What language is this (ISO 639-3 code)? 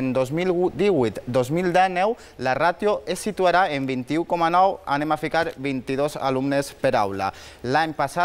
cat